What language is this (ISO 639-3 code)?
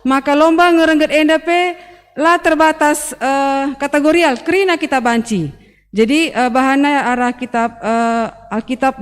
btx